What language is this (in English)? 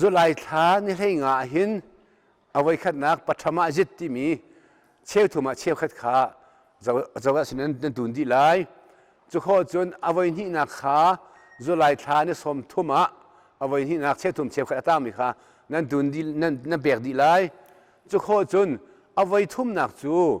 Hakha Chin